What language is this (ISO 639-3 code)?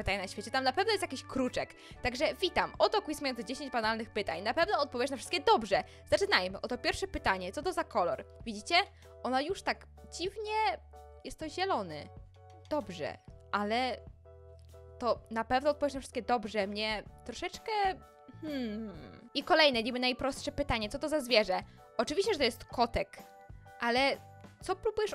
pol